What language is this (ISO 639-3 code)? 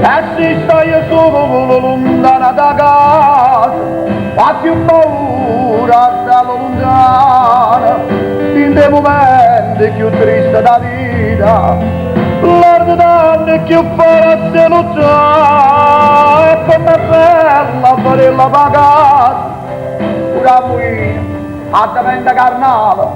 nap